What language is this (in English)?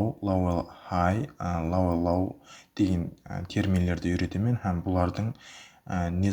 Kara-Kalpak